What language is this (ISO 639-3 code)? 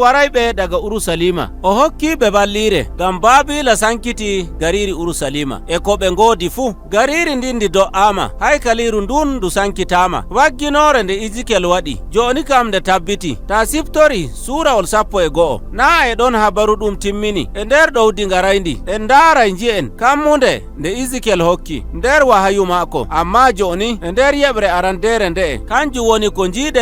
fuv